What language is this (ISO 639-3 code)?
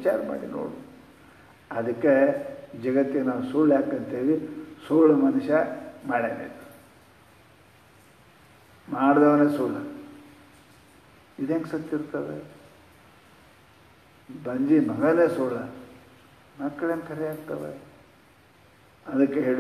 kan